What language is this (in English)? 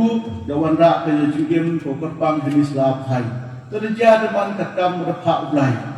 Khasi